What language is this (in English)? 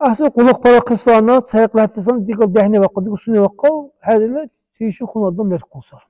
Dargwa